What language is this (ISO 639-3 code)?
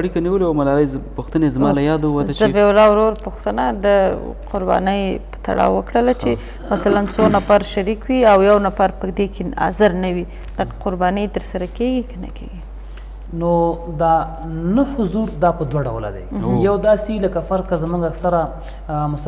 pus